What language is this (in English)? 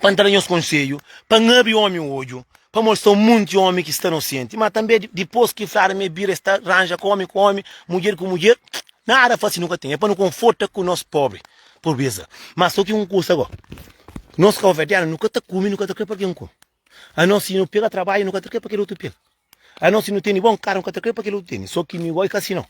Kabuverdianu